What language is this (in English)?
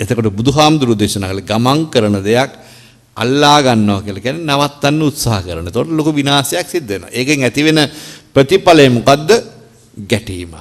Sinhala